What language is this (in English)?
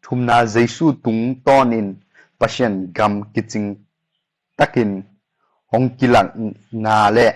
Tedim Chin